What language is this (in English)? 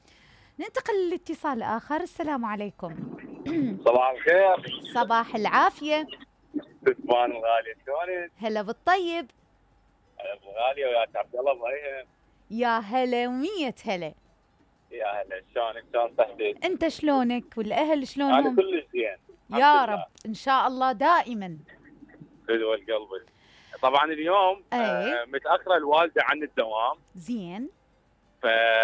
Mesopotamian Arabic